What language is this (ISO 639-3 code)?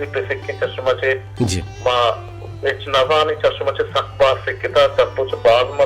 bal